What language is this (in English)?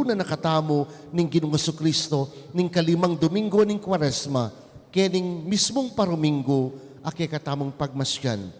Pampanga